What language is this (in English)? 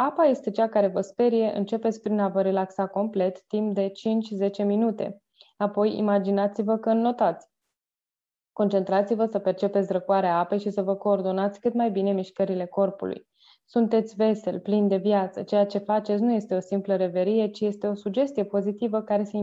Romanian